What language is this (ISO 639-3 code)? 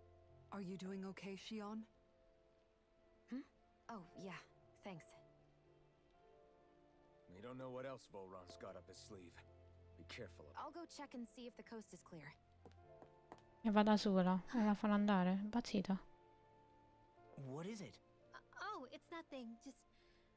ita